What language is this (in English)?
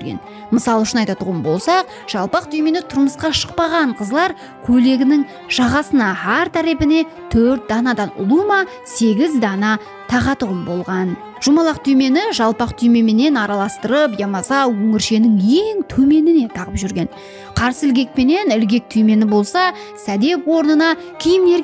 Kara-Kalpak